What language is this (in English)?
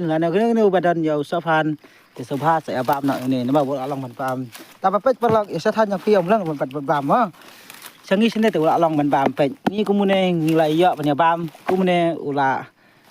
Khasi